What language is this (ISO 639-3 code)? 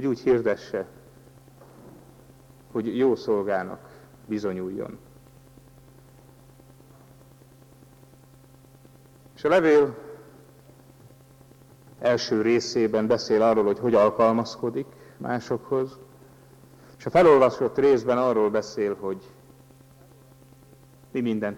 hun